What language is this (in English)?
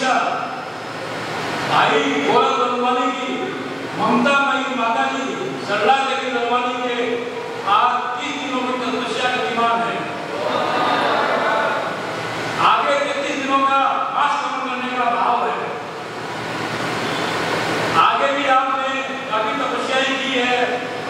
Hindi